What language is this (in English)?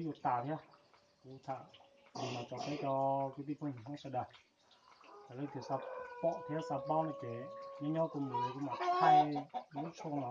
Hmong